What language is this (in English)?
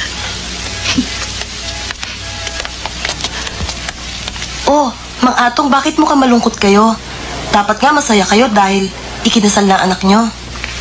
Filipino